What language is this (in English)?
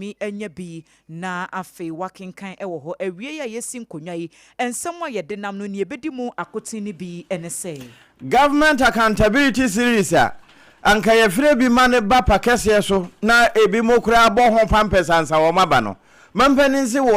Akan